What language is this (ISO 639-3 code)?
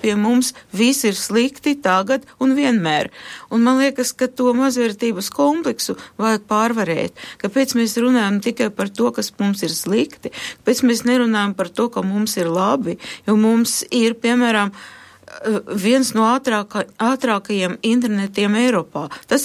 lav